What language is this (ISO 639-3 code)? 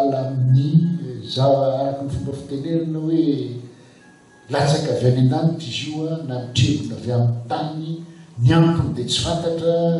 mlg